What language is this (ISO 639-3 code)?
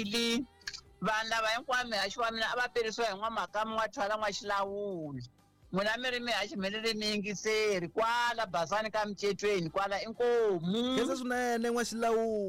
tso